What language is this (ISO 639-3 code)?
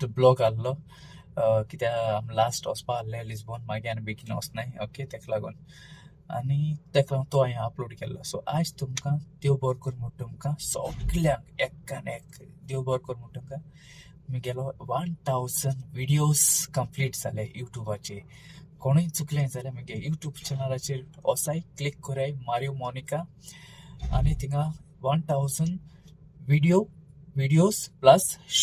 kok